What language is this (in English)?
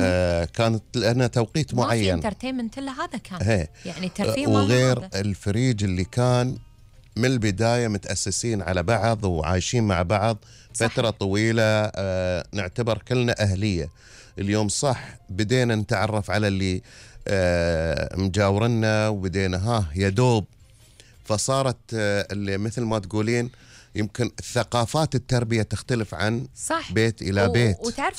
Gulf Arabic